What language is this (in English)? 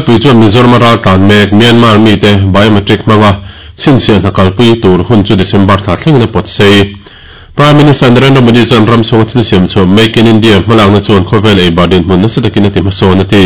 Mizo